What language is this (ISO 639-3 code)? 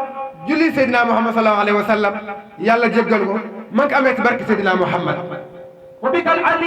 wol